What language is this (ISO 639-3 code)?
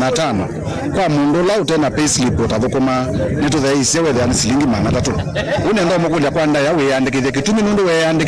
kam